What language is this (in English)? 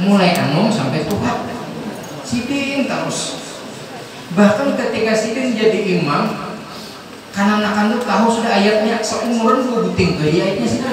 Banjar